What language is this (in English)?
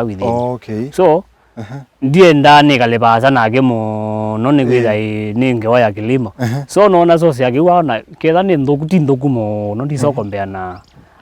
Kamba